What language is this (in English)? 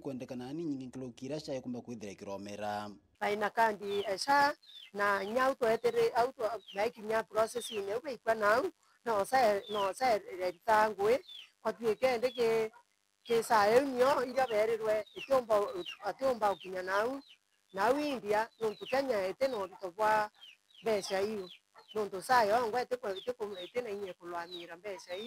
Meru